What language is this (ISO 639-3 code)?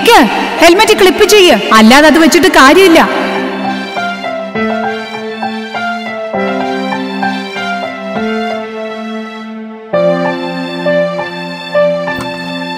mal